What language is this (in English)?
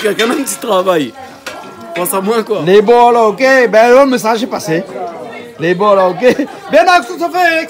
Réunion Creole French